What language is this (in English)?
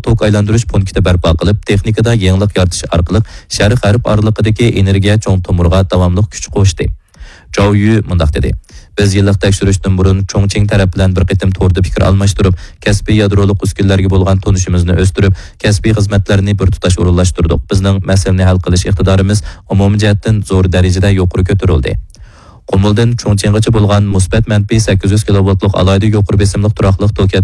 Uyghur